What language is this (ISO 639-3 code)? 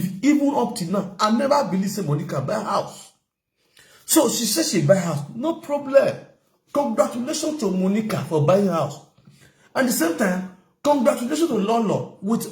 pcm